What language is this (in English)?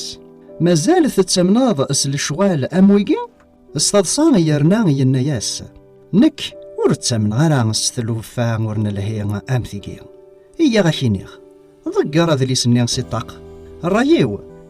Kabyle